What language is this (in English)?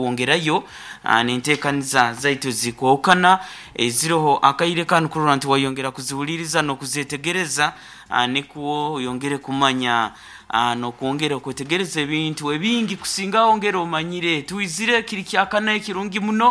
Nyankole